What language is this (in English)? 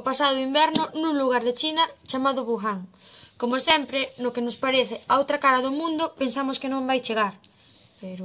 Galician